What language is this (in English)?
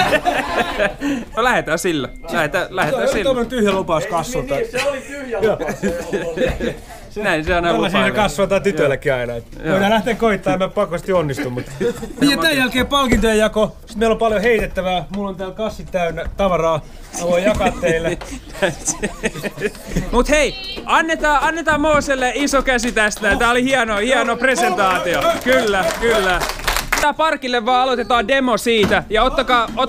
Finnish